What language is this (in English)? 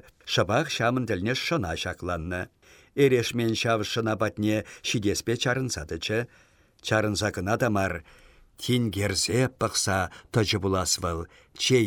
Chuvash